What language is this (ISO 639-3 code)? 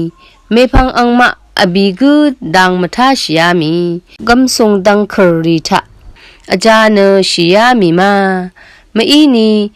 raw